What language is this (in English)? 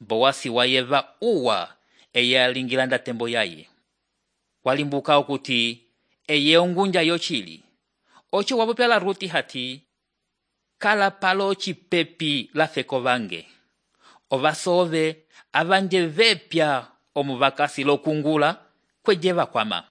Umbundu